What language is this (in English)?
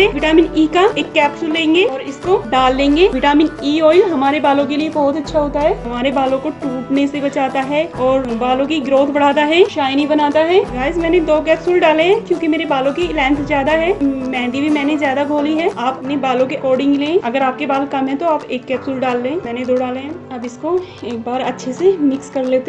Hindi